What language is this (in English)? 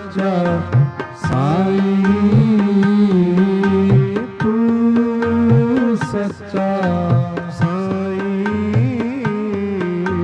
Hindi